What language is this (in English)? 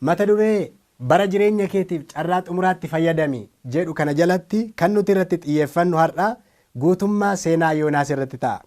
Oromo